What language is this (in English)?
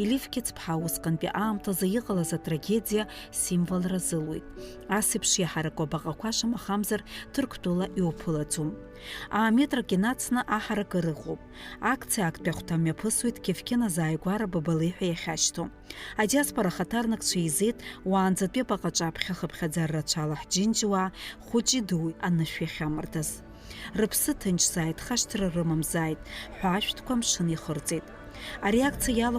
Abkhazian